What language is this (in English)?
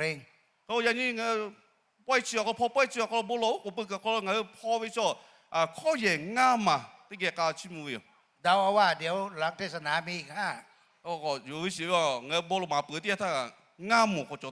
Lahu